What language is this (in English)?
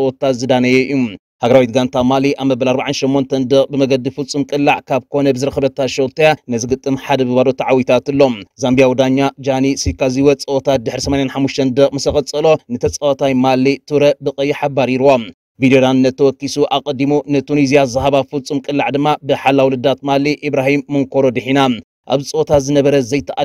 Tigrinya